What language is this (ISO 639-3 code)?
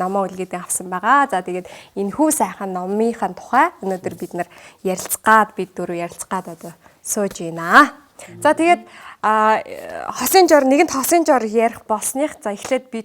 mon